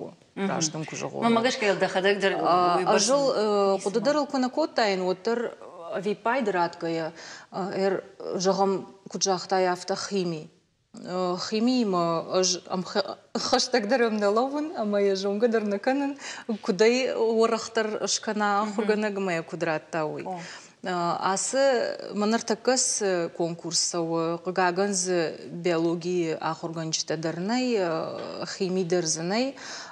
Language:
Ossetic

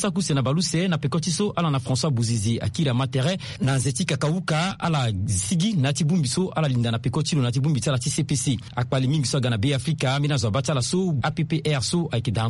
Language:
Sango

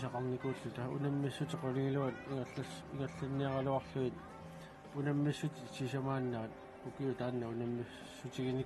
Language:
Kalaallisut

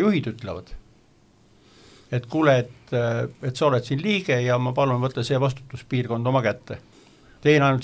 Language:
Estonian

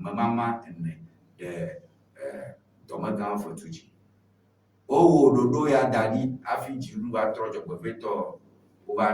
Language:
Ewe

